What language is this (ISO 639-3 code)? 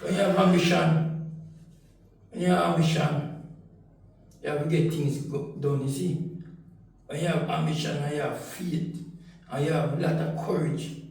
jam